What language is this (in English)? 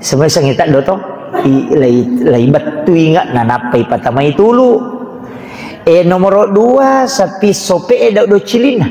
Buginese